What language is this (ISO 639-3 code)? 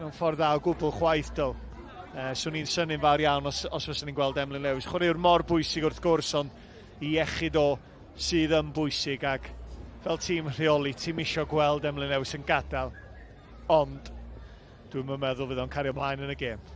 cym